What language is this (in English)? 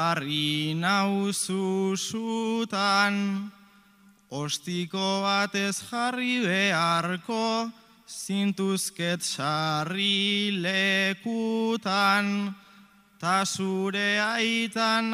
Basque